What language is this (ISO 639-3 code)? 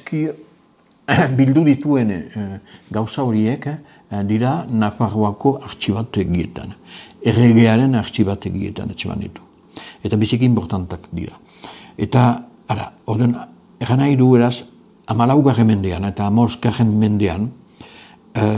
eus